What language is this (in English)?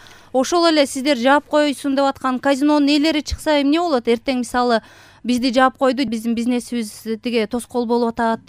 Kyrgyz